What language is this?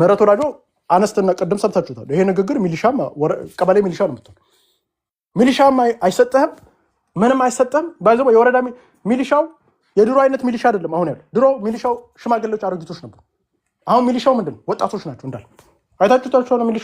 Amharic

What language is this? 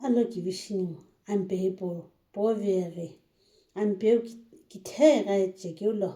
Sumi Naga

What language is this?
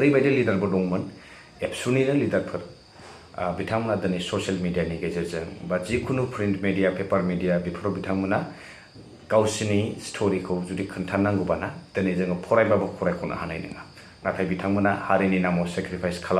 Bodo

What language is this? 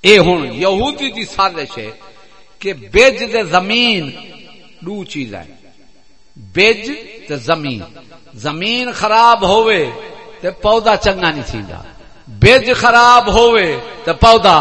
Saraiki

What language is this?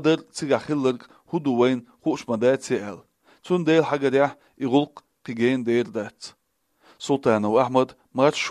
Chechen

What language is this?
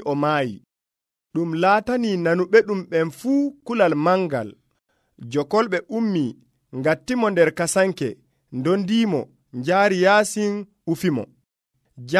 Nigerian Fulfulde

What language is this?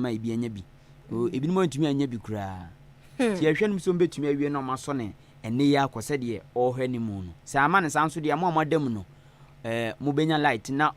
Akan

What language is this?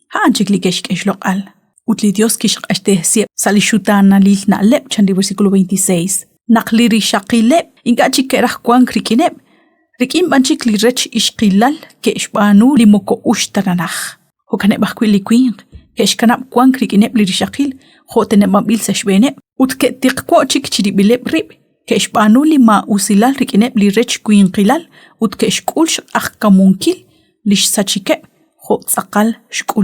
Kekchí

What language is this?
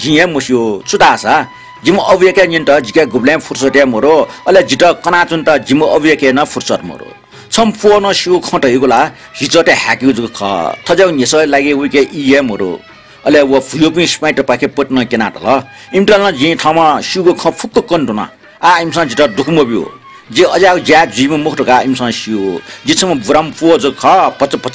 Newari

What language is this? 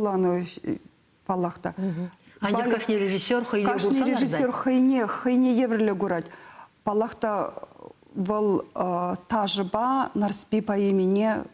Chuvash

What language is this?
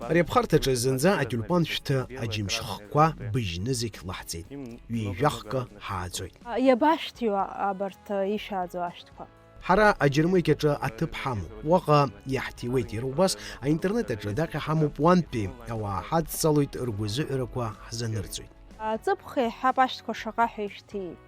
Abkhazian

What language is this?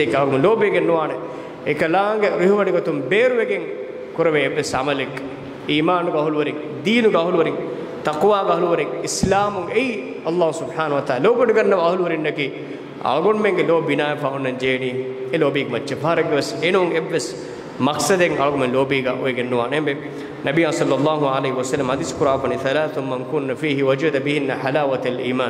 Divehi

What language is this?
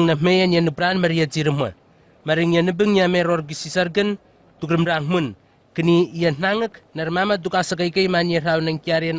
Southwest Tanna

